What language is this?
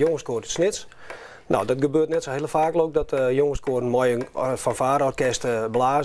Western Frisian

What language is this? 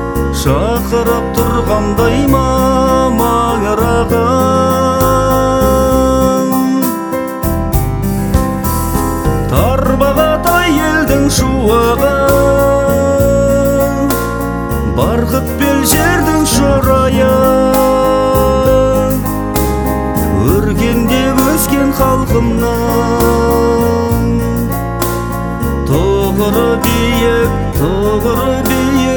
Kazakh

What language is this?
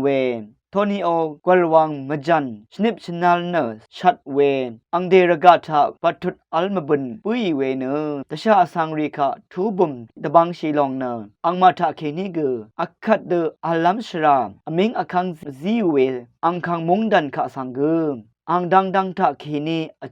Rawang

